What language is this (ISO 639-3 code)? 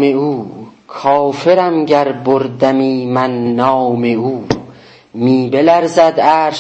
azb